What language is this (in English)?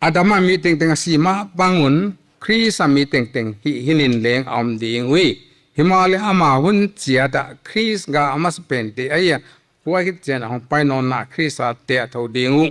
Paite Chin